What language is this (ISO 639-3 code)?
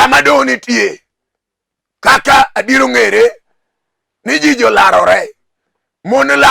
luo